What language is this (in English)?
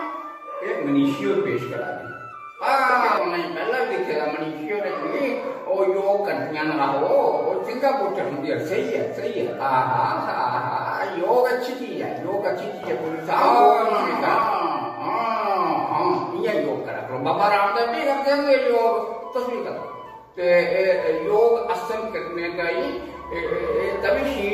Dogri